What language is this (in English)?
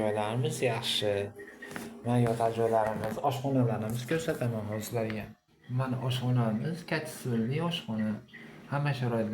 Uzbek